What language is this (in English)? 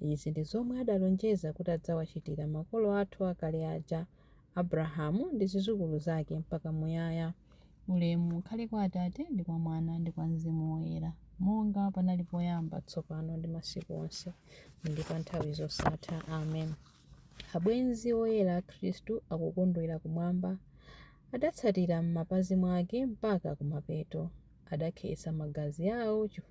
Nyanja